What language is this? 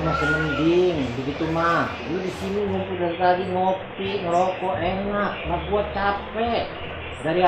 Betawi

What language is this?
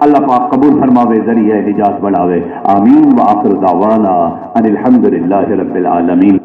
Saraiki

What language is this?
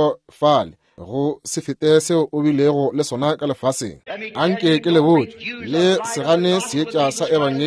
Northern Sotho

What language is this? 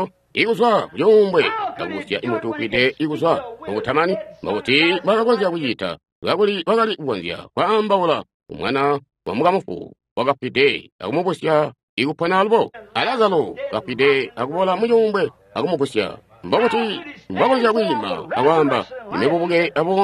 Tonga (Zambia)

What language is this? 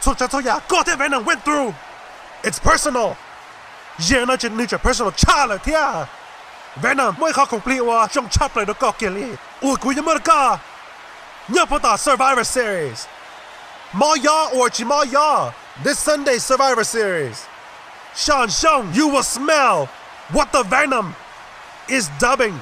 Hmong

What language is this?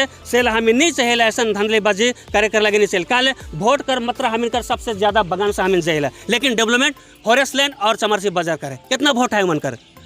Sadri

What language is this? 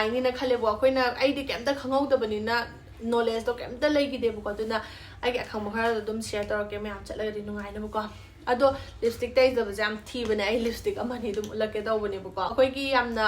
Manipuri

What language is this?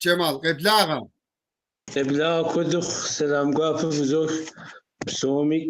Kabardian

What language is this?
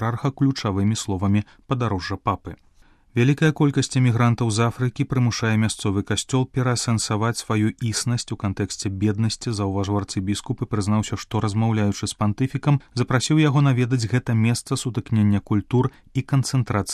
Belarusian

